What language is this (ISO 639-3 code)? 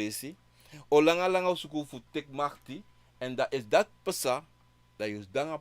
srn